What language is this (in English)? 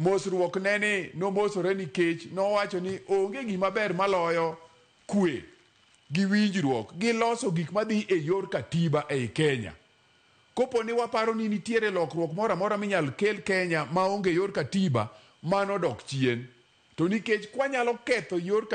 Luo (Kenya and Tanzania)